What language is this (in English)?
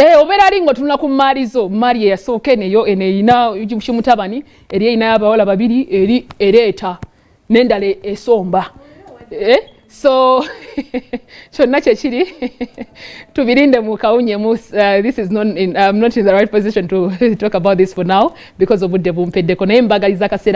Ganda